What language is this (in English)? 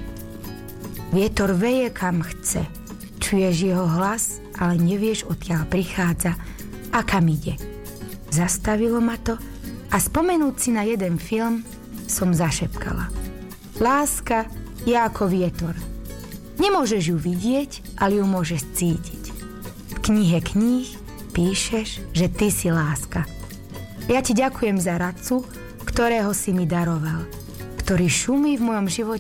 Slovak